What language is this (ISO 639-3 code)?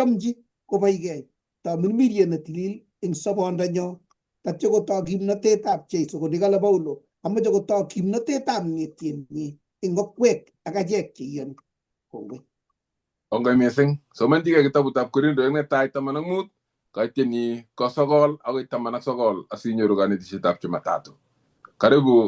kln